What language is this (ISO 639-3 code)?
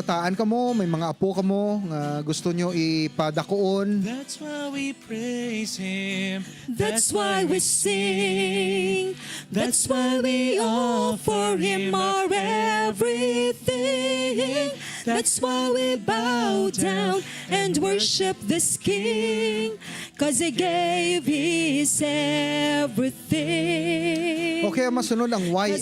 hil